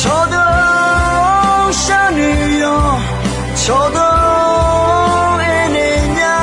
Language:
Akha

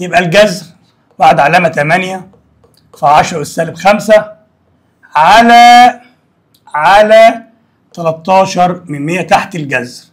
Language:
Egyptian Arabic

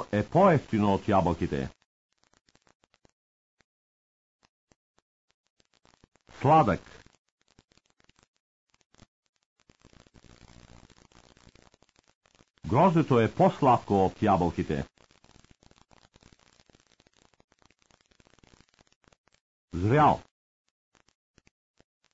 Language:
Bulgarian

